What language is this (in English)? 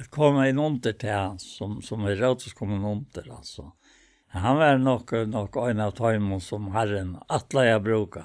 Faroese